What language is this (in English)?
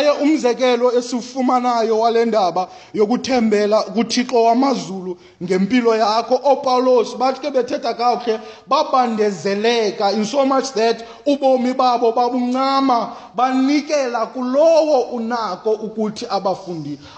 Xhosa